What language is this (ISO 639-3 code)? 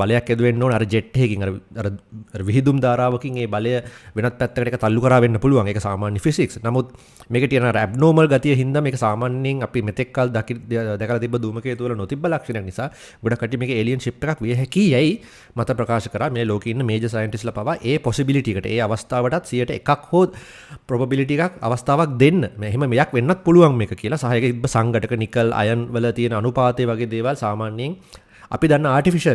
sin